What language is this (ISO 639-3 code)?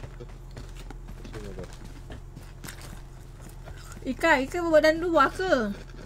msa